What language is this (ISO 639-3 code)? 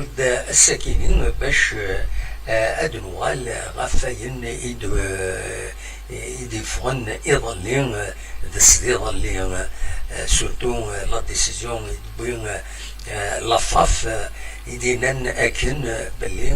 kab